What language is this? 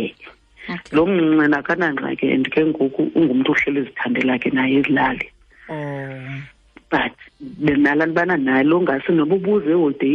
Xhosa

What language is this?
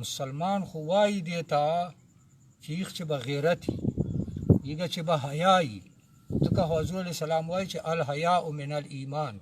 Pashto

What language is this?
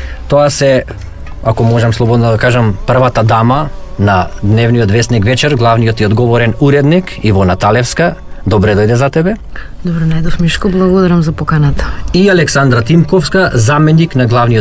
Macedonian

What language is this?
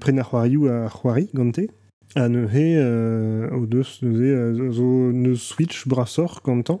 Breton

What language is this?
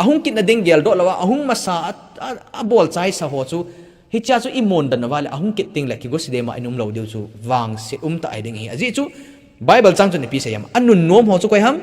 Thado Chin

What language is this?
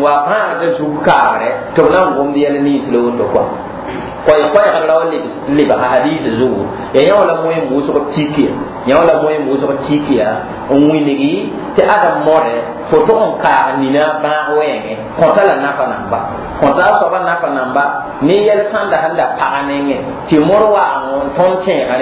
Mossi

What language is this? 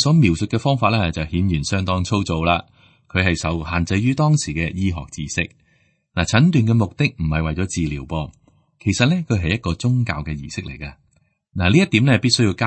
Cantonese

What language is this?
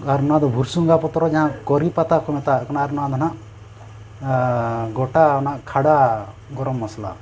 Santali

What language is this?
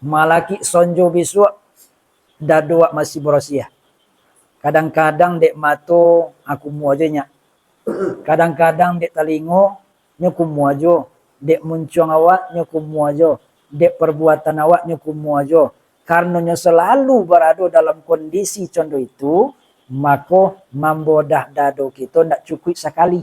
Minangkabau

